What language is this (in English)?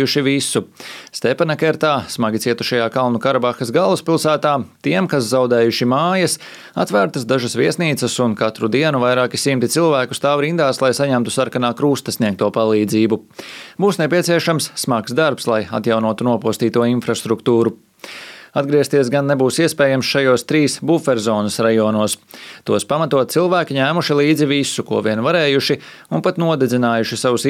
Latvian